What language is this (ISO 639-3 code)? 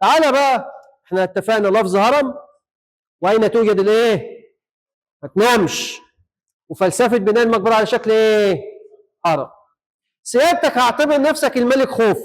arz